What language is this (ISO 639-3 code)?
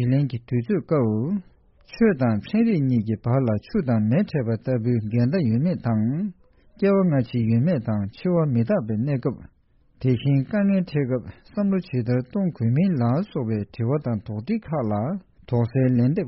bod